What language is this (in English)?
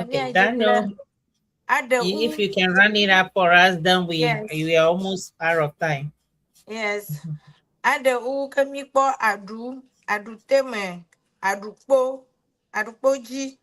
Ewe